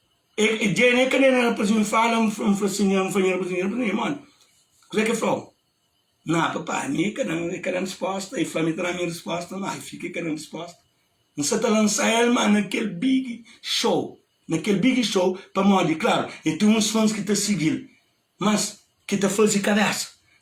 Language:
Kabuverdianu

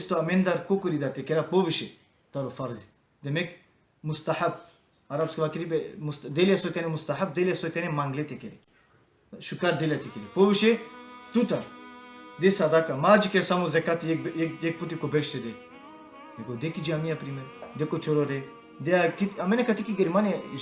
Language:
Balkan Romani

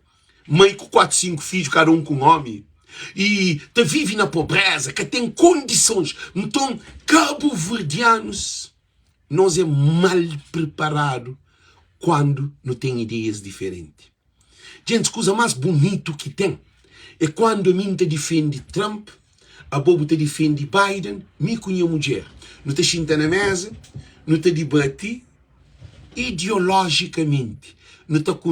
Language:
Kabuverdianu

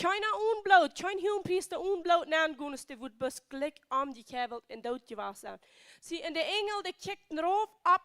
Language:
Plautdietsch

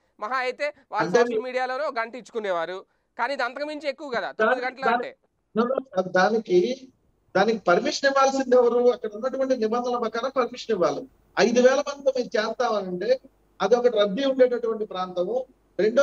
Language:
Telugu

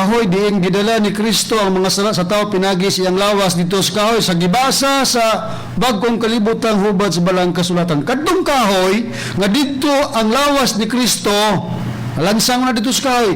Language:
Cebuano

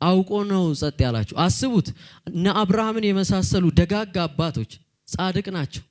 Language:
Amharic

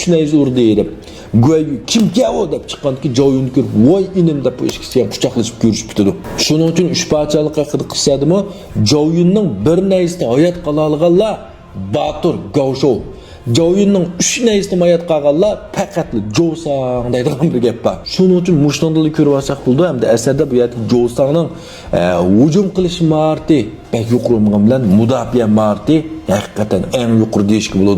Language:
Uyghur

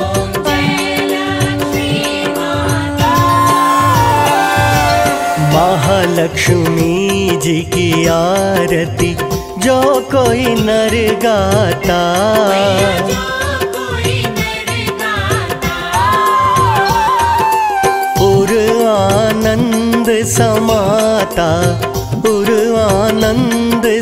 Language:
Hindi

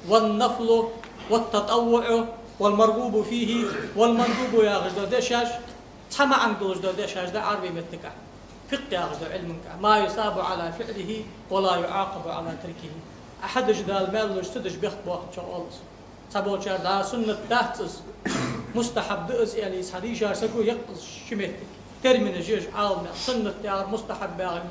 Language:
Ingush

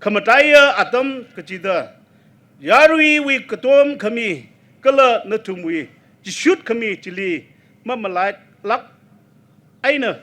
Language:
Tangkhul Naga (India)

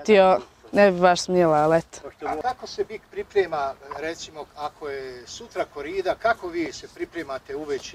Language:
Bosnian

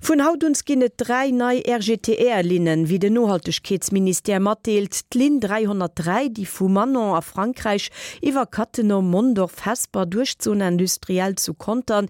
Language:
Luxembourgish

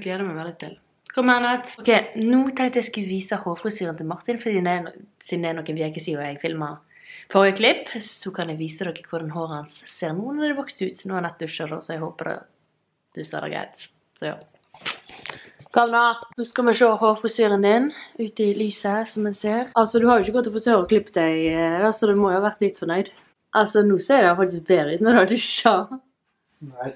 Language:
Norwegian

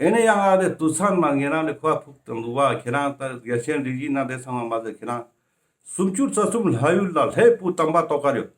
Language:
Ladakhi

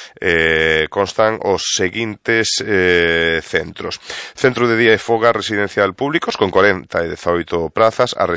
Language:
Galician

